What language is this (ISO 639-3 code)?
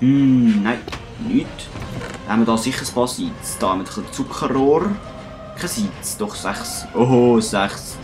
gsw